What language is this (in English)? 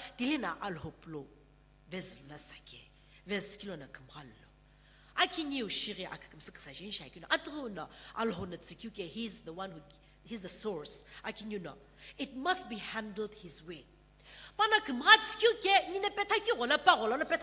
Sumi Naga